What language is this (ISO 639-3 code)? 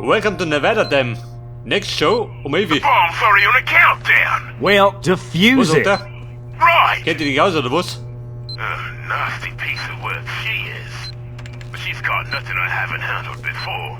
bar